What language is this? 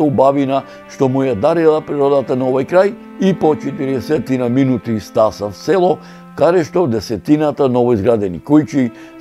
Macedonian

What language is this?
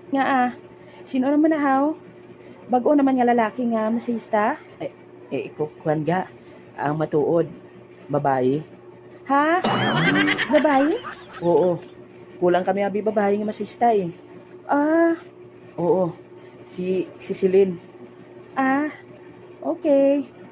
Hiligaynon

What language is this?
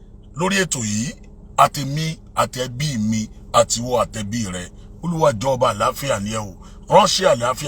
Yoruba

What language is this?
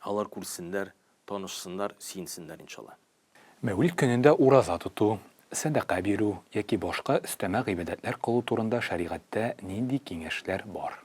Tatar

